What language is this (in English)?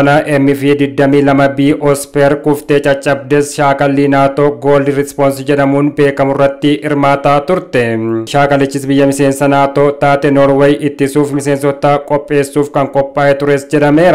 Oromo